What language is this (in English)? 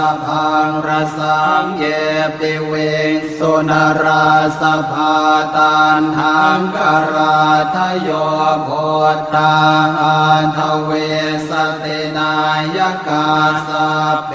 Pali